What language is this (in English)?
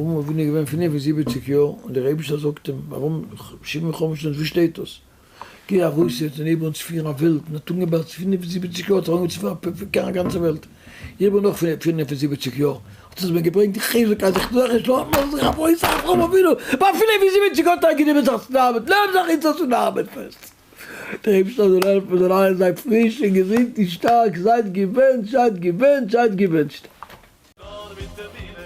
Yiddish